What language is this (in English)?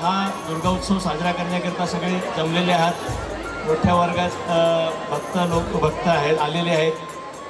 Marathi